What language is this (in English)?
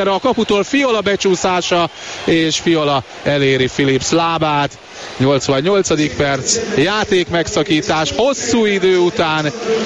Hungarian